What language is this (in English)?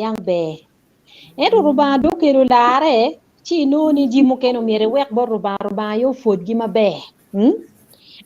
Acoli